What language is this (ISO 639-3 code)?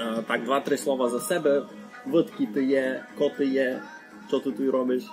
rue